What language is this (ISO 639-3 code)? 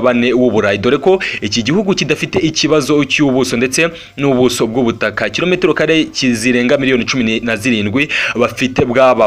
kin